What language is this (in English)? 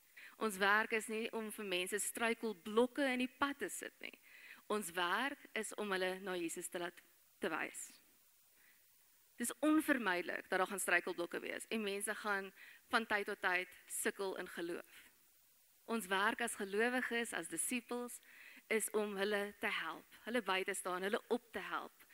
Afrikaans